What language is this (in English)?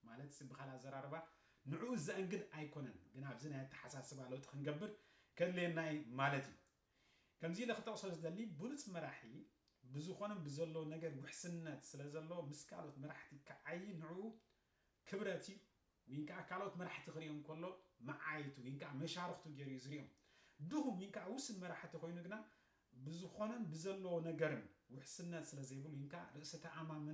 Tigrinya